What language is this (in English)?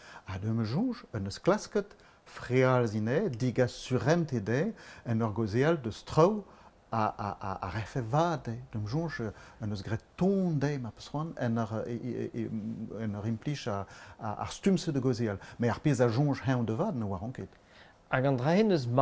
Breton